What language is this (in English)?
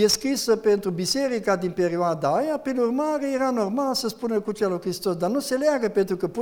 Romanian